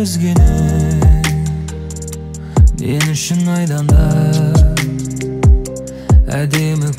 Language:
Kazakh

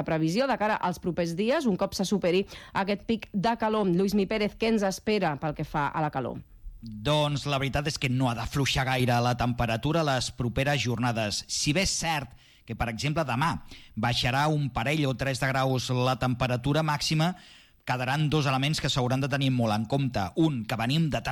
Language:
Catalan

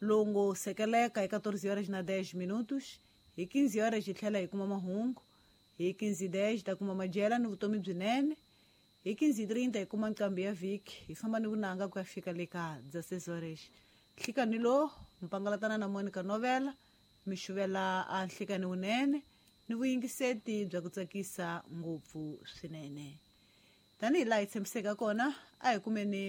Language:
Tsonga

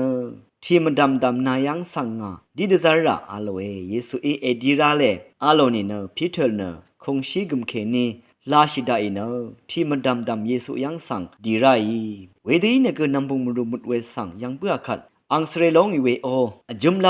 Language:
Rawang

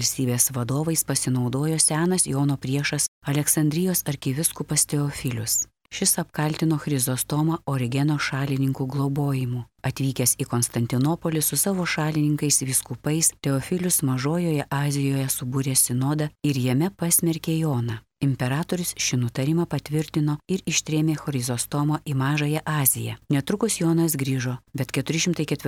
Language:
Lithuanian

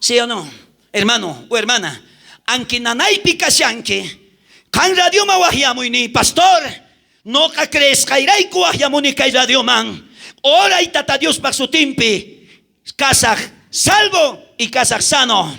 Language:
South Bolivian Quechua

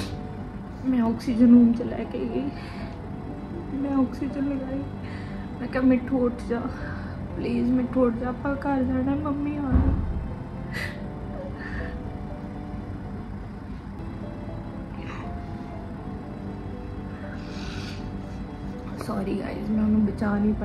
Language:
Punjabi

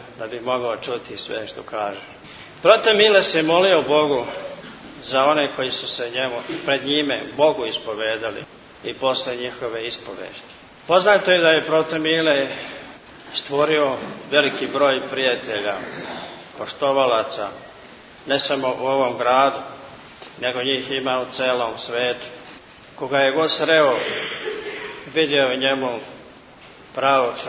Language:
Serbian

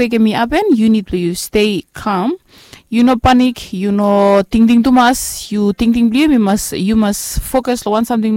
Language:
Bislama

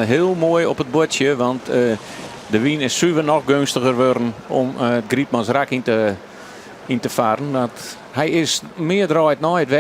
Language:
Western Frisian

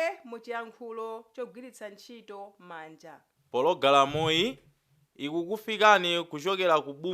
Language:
Nyanja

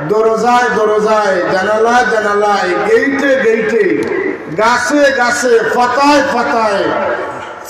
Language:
Sylheti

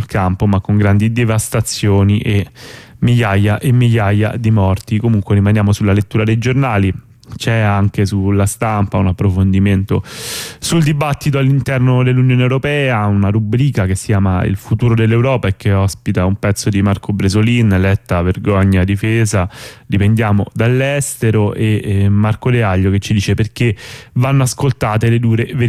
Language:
Italian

